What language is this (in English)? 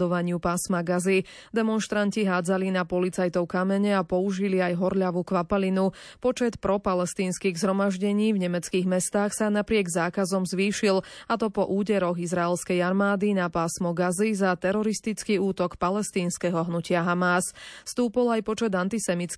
Slovak